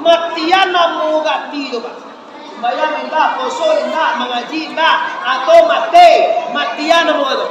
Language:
Minangkabau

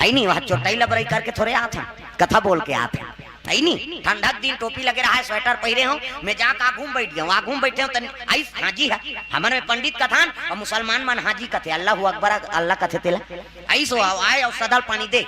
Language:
Chhattisgarhi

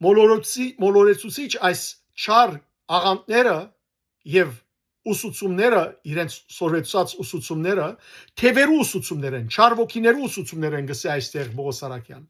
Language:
Western Armenian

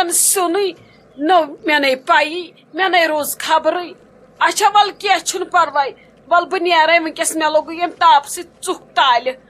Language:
Kashmiri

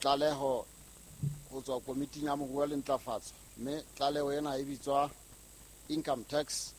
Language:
Southern Sotho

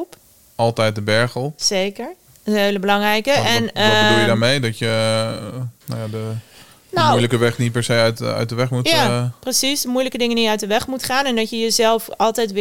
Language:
Dutch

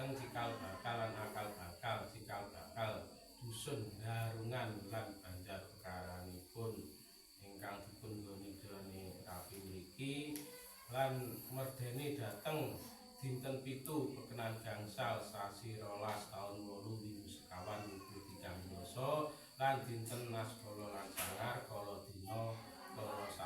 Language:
Javanese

